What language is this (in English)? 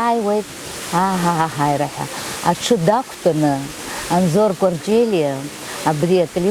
Abkhazian